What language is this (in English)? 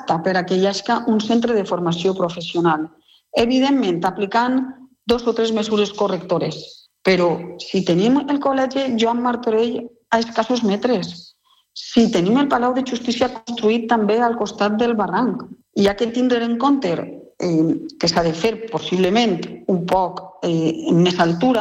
Catalan